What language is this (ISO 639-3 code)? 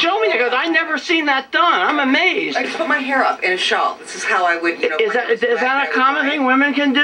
eng